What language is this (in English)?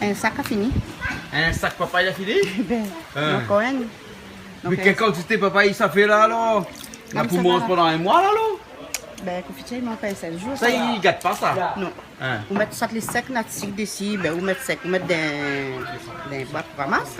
Réunion Creole French